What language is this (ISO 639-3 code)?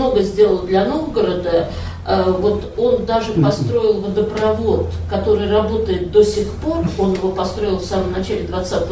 rus